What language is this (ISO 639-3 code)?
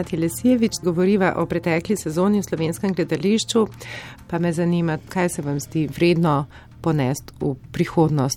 slv